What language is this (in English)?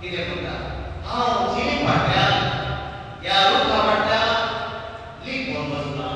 Konkani